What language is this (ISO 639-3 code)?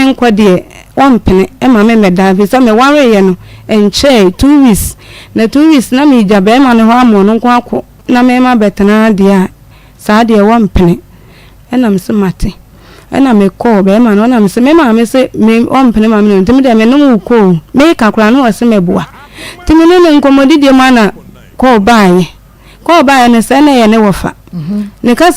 aka